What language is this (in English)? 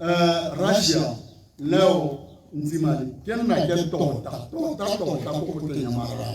Tswana